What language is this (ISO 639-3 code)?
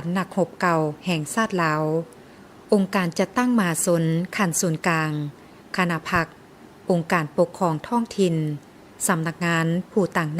lao